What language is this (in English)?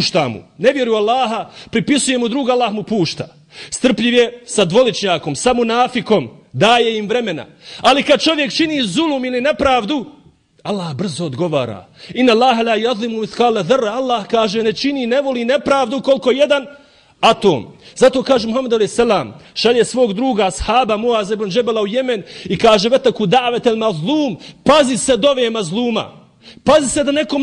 Bosnian